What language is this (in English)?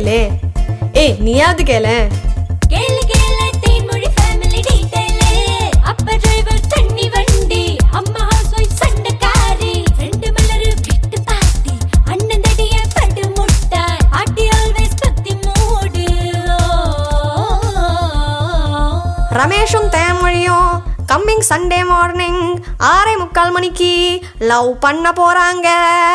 Tamil